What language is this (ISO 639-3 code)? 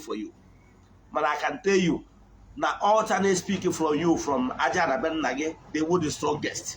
ibo